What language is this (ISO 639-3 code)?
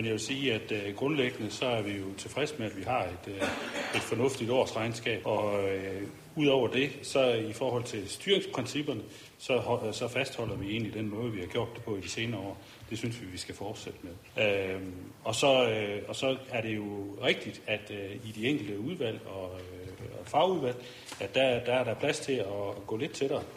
dan